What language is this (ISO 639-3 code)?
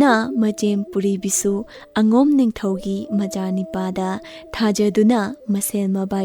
mni